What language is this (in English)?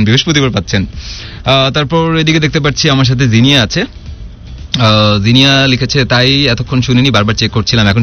Bangla